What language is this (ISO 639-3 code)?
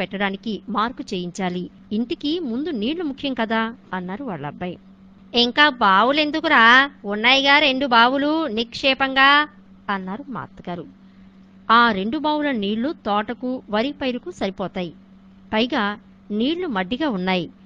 tel